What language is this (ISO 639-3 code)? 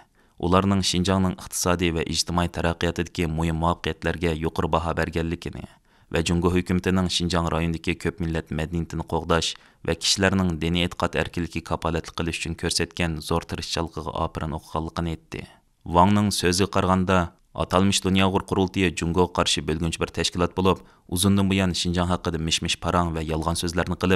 uig